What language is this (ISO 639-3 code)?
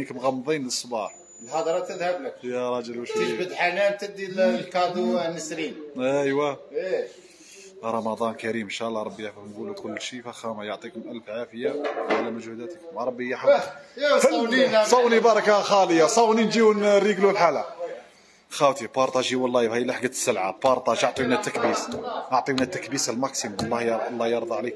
arq